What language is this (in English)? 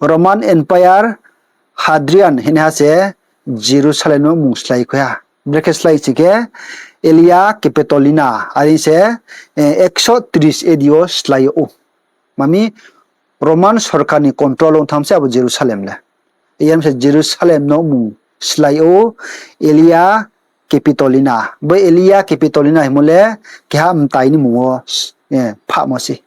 Riang (India)